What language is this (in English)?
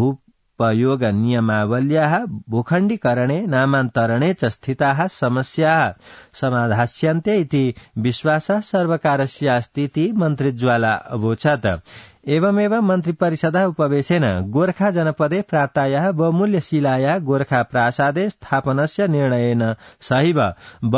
Sanskrit